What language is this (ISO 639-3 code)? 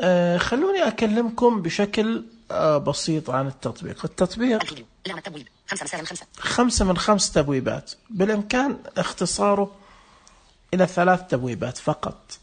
ars